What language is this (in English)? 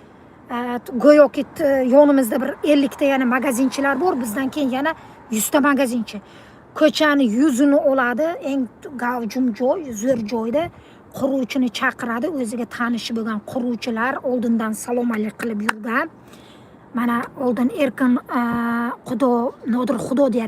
Uzbek